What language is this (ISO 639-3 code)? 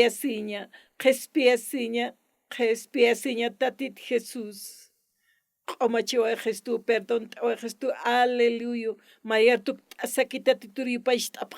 aym